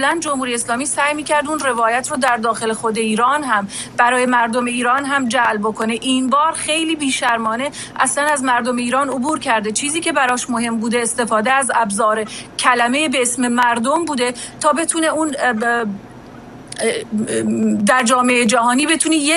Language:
Persian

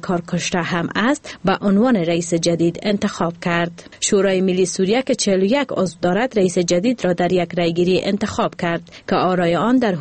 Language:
Persian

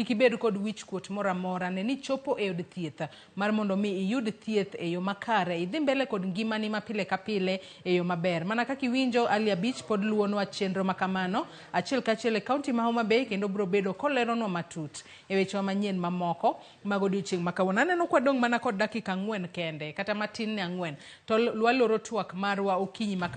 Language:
Luo (Kenya and Tanzania)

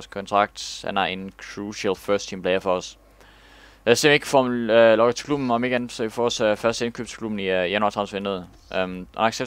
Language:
Danish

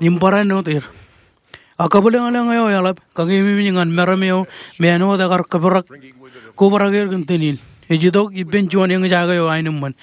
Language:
Marshallese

